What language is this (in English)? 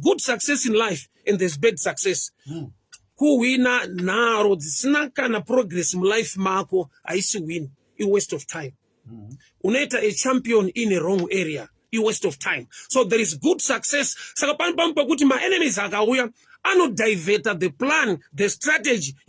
Shona